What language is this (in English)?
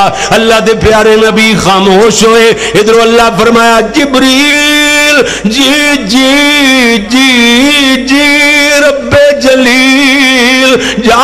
Western Panjabi